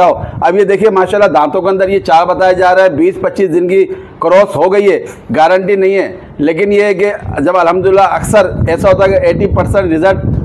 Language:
Hindi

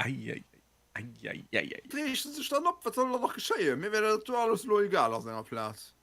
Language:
Luxembourgish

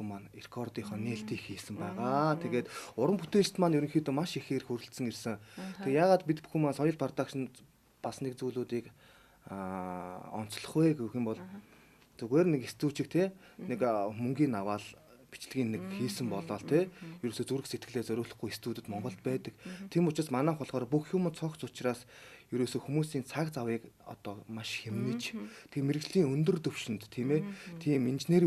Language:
Mongolian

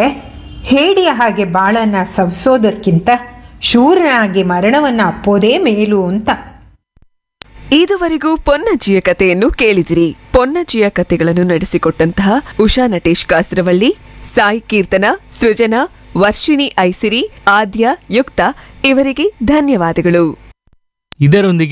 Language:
Kannada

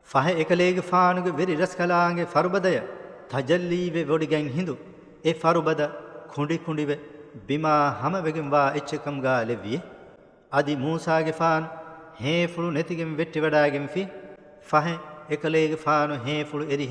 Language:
Divehi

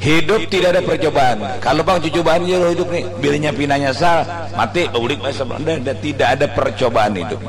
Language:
Banjar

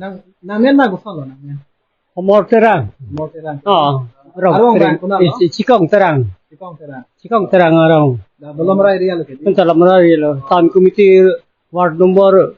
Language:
Karbi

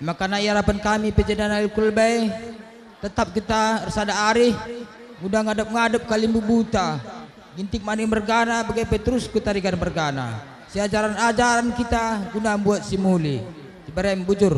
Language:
Batak Karo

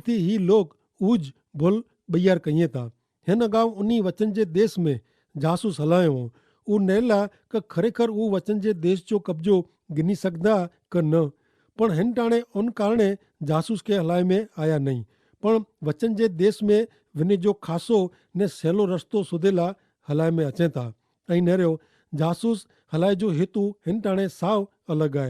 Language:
Kachhi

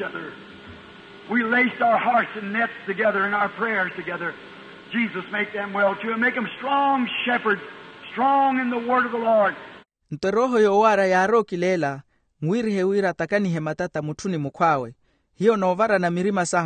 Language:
Makhuwa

